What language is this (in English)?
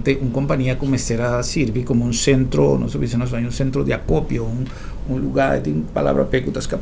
Papiamento